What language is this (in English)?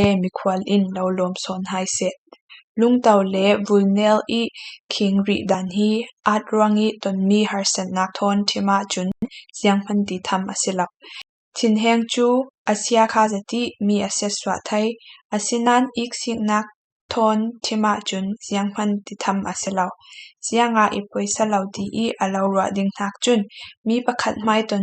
Falam Chin